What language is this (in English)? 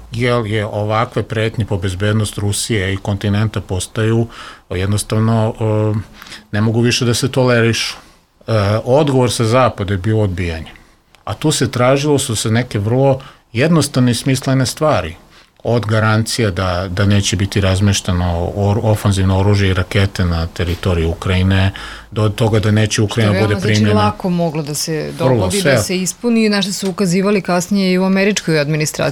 Serbian